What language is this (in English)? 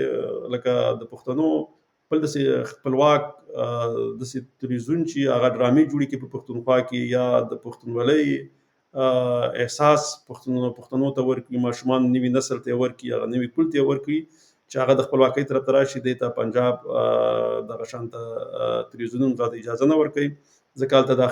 Pashto